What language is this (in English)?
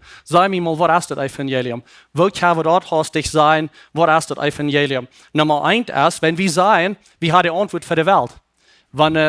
Plautdietsch